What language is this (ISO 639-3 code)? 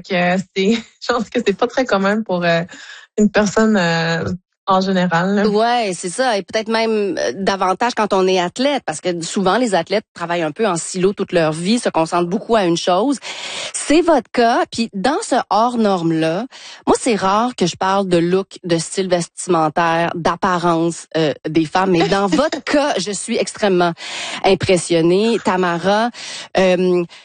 fra